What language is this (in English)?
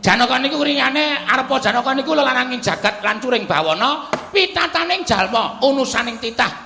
Javanese